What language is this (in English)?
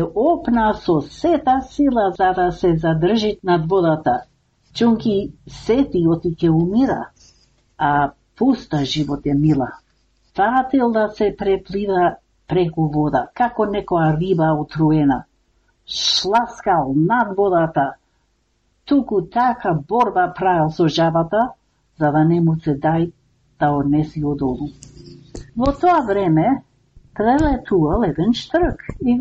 Macedonian